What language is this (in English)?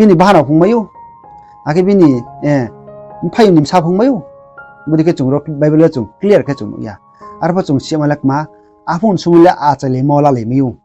Riang (India)